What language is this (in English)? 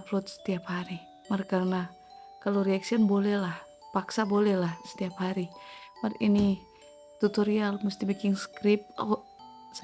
Manado Malay